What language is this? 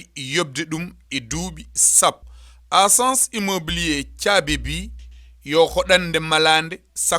Fula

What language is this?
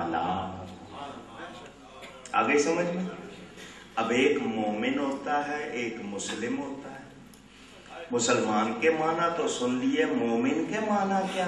Urdu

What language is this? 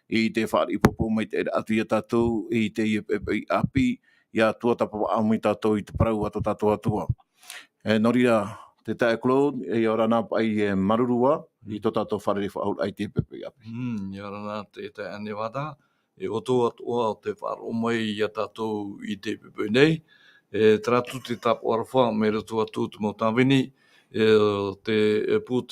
Tahitian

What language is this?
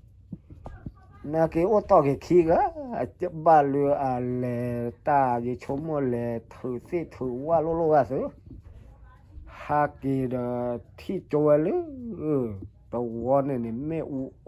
S'gaw Karen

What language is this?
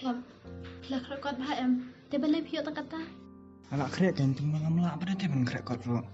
Khasi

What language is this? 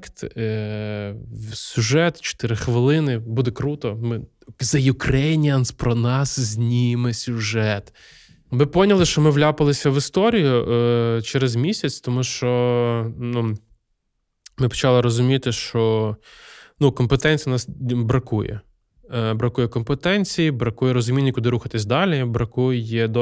Ukrainian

